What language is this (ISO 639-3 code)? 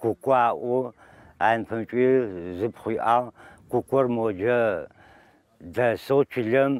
ady